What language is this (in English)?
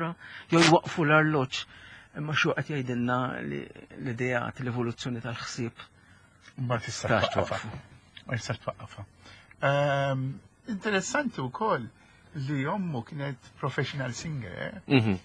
Maltese